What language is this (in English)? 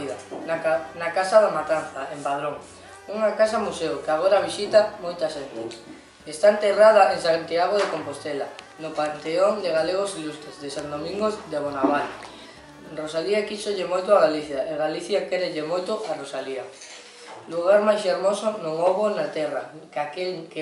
Galician